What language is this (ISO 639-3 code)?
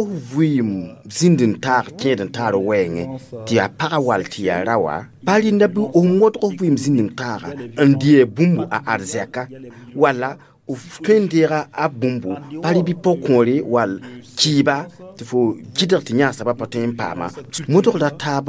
mos